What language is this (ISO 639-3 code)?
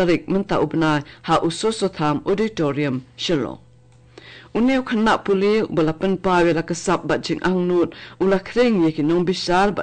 kha